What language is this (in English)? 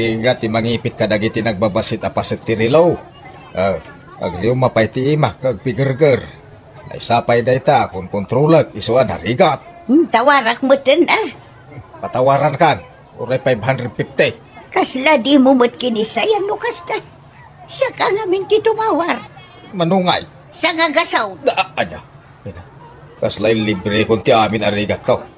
Iloko